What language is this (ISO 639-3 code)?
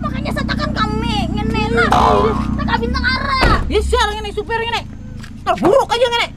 bjn